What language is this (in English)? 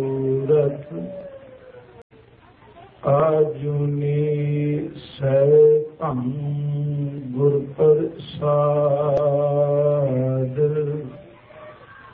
Punjabi